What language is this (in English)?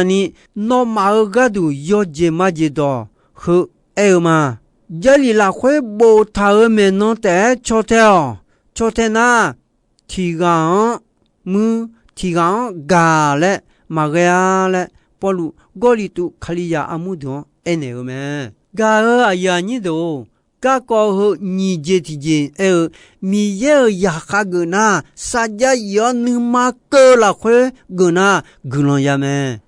Akha